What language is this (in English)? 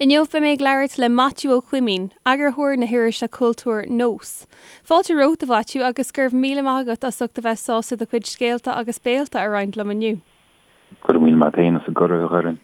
Irish